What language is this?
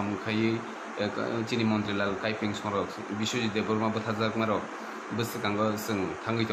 Kok Borok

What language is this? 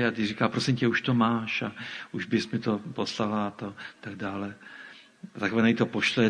Czech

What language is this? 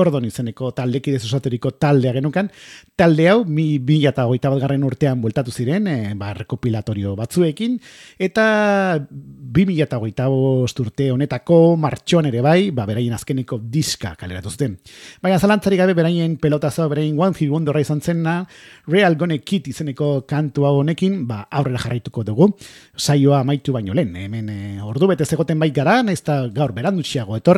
Basque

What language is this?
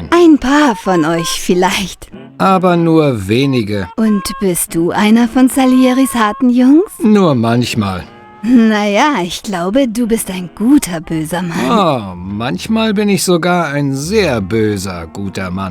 Bavarian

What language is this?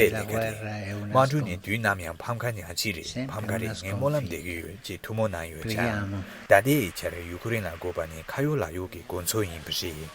Tibetan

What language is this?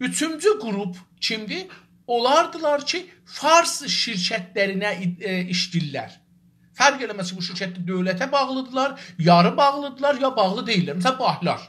South Azerbaijani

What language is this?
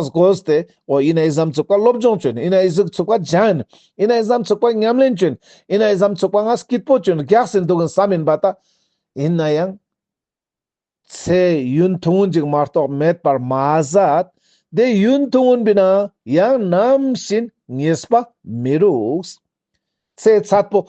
Ladakhi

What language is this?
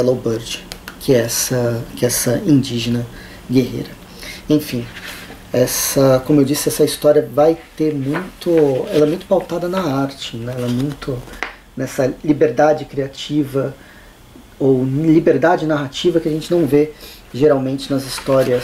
Portuguese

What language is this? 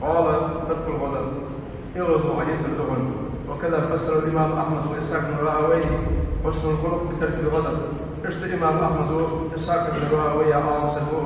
Ingush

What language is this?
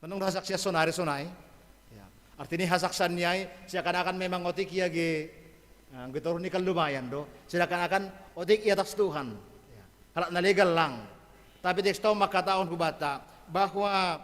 Batak Simalungun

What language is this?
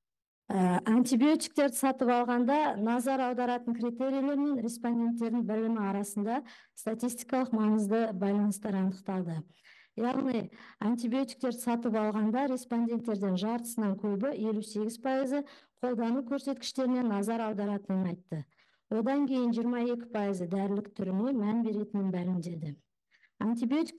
Kazakh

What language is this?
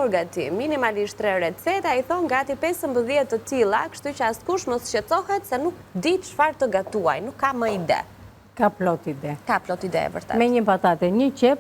Albanian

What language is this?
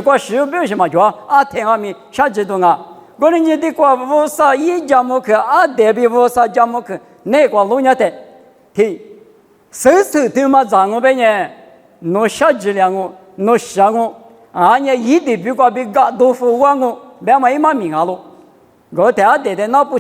Lisu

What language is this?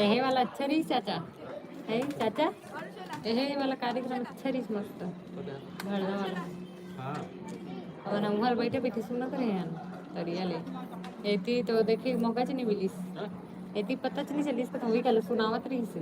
Chhattisgarhi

